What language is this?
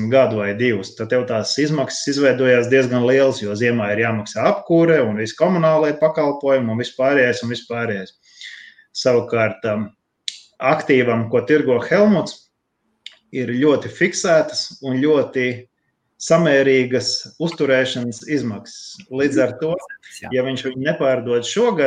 Latvian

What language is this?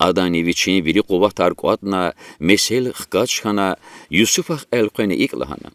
Lezghian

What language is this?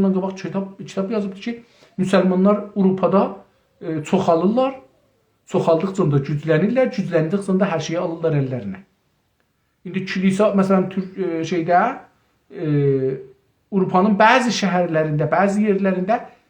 South Azerbaijani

